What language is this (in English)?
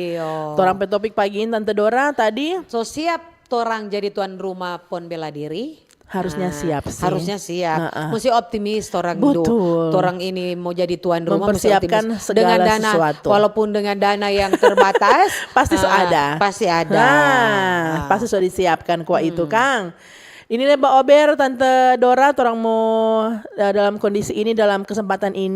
Manado Malay